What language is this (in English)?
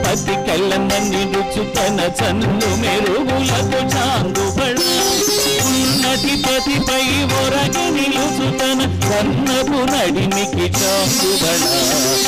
Telugu